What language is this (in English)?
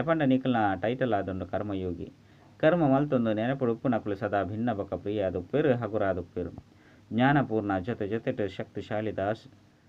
Tulu